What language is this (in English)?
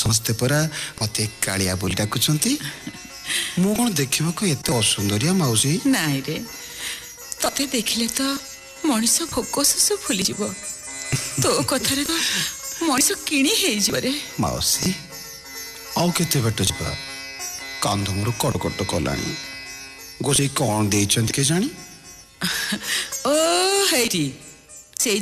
Odia